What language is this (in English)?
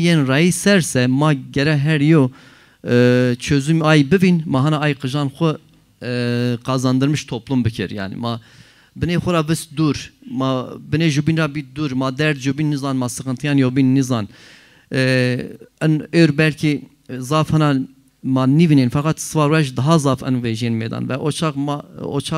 Zaza